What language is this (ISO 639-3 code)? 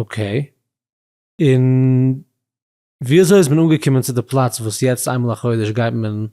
yid